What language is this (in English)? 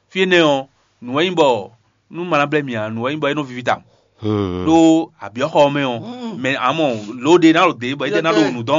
Fon